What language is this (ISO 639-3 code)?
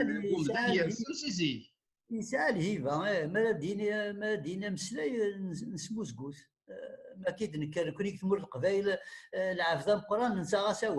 kab